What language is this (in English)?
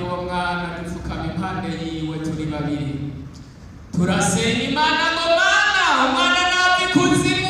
Rundi